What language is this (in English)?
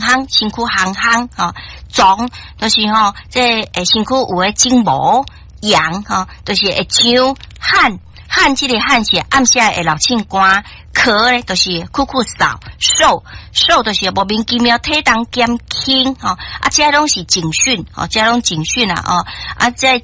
Min Nan Chinese